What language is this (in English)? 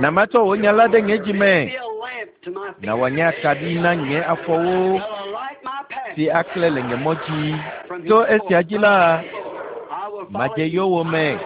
Ewe